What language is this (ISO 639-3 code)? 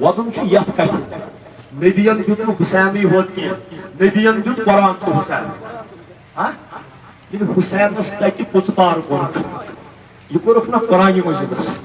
kas